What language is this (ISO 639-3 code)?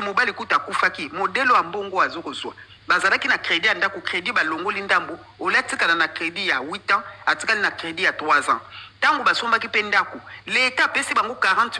lin